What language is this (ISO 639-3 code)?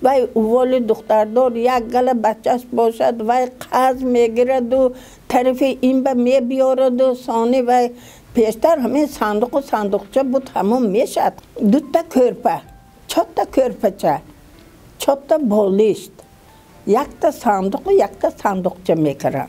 tgk